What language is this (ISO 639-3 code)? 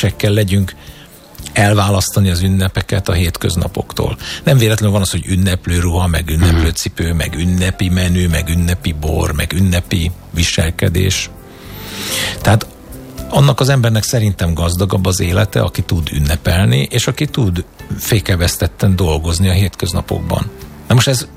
hun